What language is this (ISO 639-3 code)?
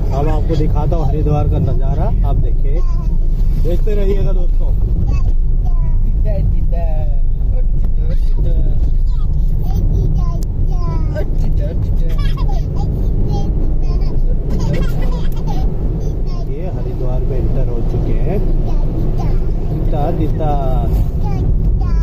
hin